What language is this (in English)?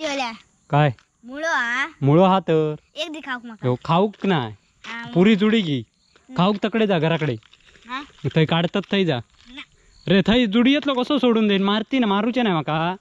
Konkani